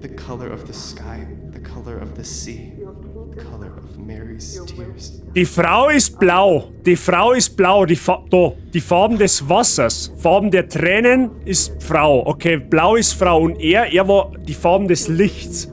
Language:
Bavarian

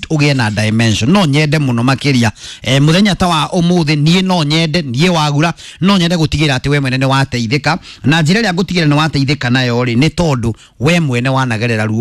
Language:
Kikuyu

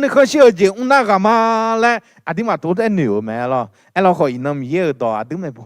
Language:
Akha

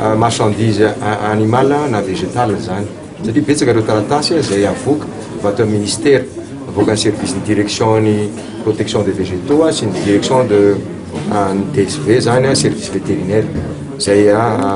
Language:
Malagasy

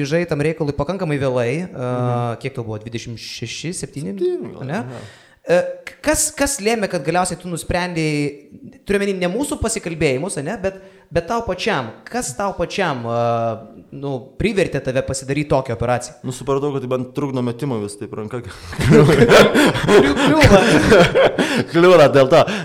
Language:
Lithuanian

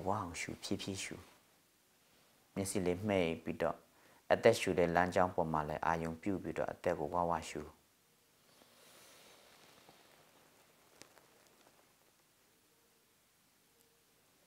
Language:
Burmese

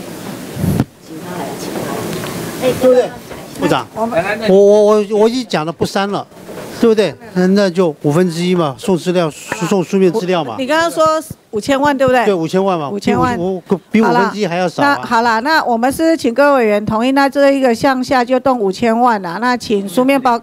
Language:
Chinese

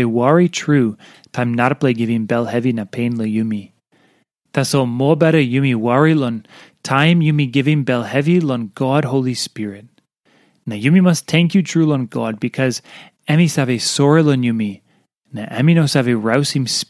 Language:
Tok Pisin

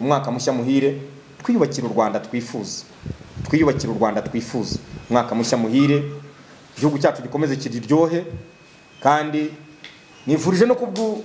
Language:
Kinyarwanda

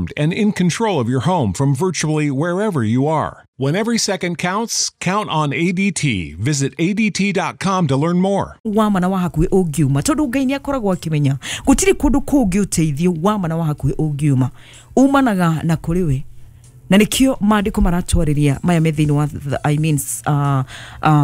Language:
Kikuyu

